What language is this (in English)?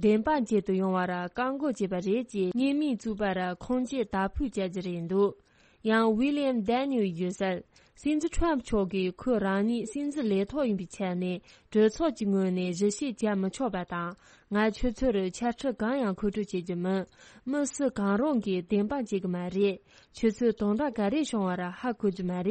Tibetan